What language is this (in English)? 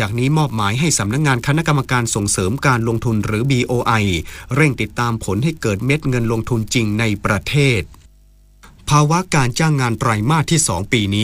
Thai